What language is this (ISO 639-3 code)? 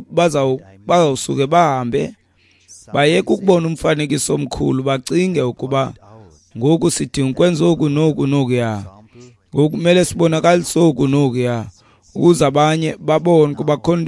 xho